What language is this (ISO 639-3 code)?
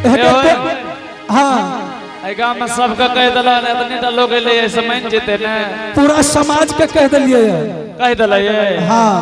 anp